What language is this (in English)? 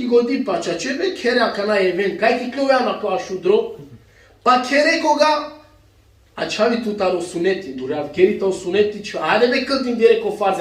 Balkan Romani